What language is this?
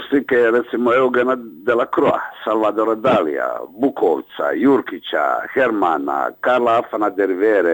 Croatian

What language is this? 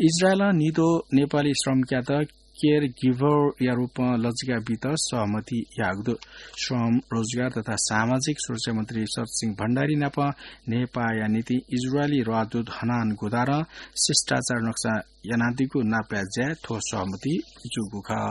Newari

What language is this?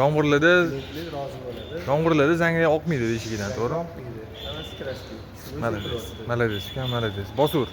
Uzbek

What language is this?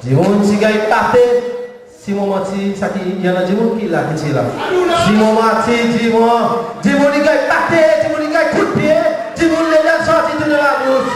Seselwa Creole French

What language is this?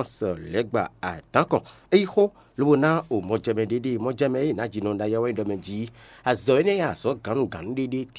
Fon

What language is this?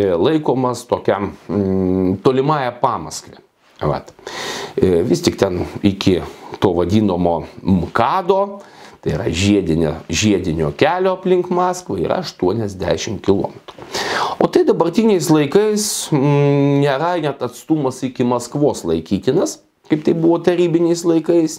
Lithuanian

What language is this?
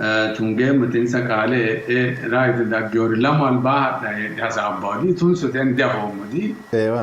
Sidamo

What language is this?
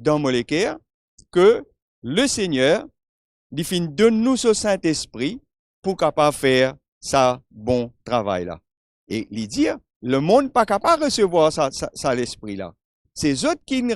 Morisyen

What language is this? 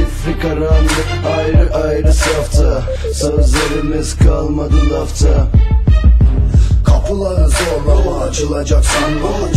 Turkish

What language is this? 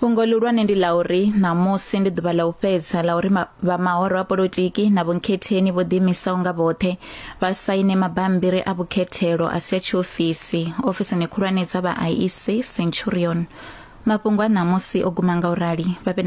Venda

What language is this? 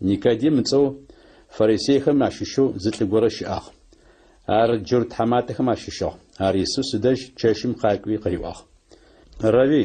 Adyghe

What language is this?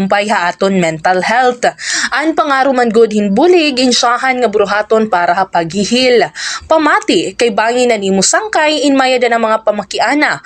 Waray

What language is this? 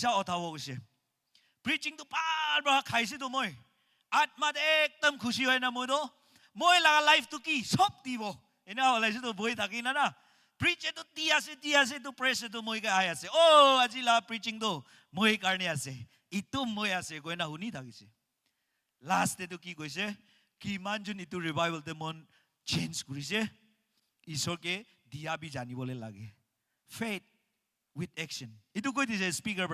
Naga Pidgin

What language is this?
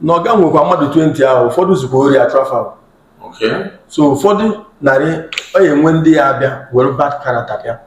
Igbo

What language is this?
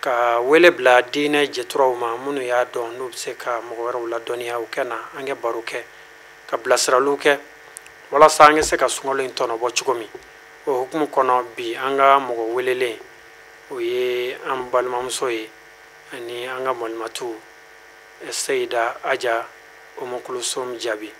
Bambara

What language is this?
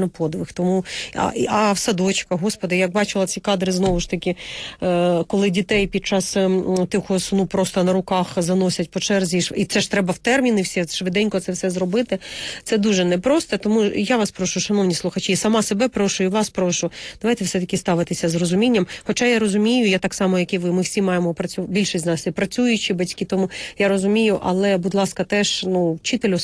Ukrainian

